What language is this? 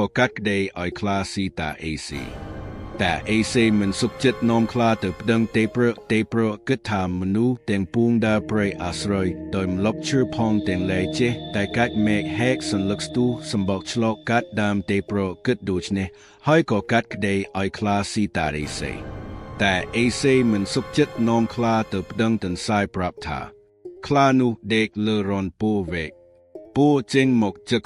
Khmer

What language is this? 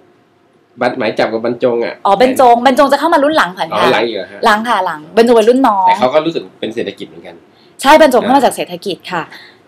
Thai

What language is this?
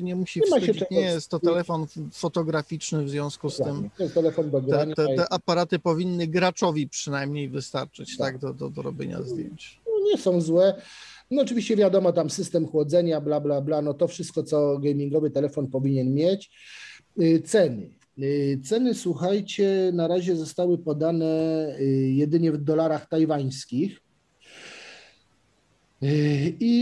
Polish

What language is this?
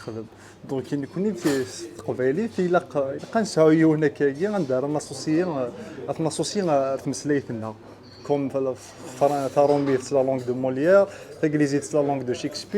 Kabyle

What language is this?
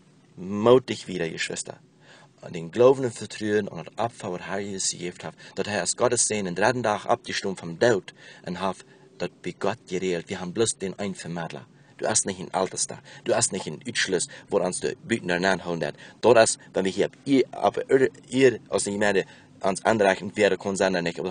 Plautdietsch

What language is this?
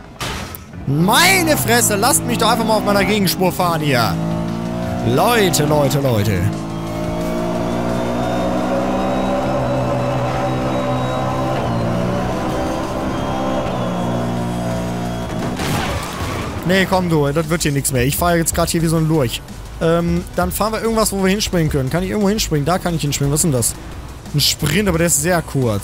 German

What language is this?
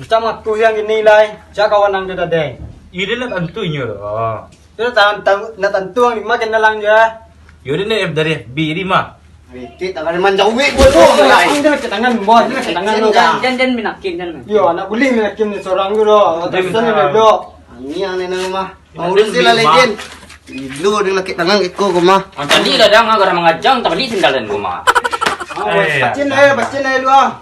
Minangkabau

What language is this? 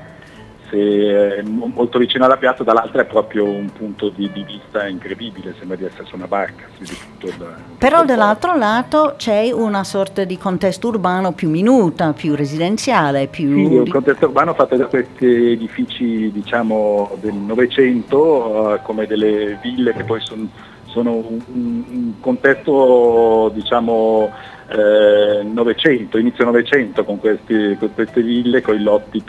Italian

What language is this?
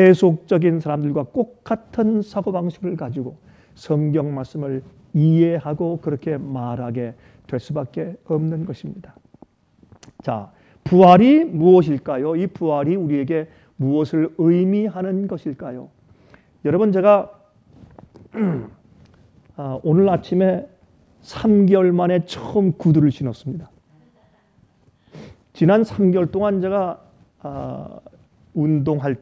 Korean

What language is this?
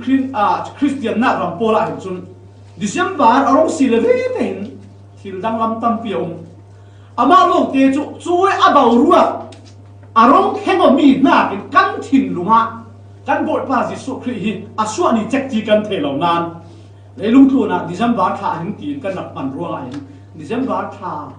Falam Chin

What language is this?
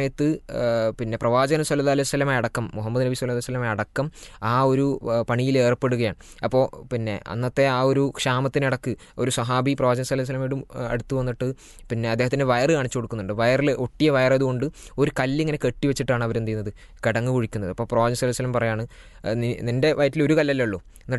Malayalam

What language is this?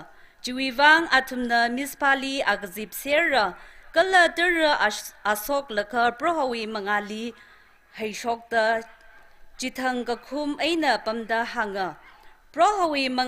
Tangkhul Naga (India)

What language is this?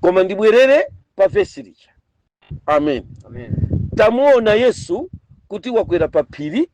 Nyanja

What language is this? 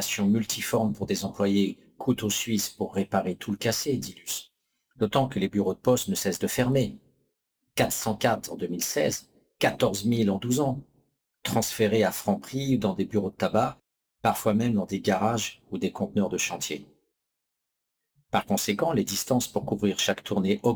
French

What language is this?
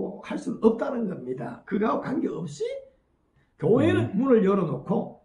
Korean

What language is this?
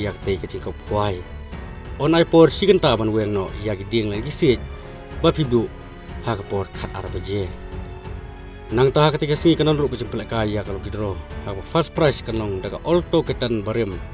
Khasi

